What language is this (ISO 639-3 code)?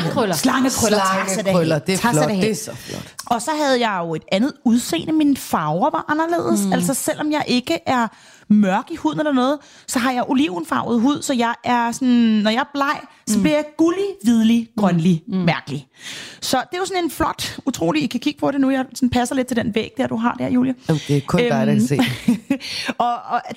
dan